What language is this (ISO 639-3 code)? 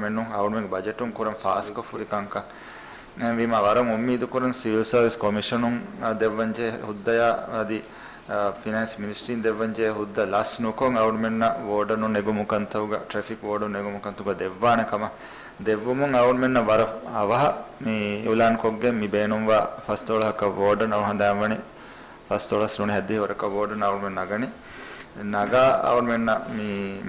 div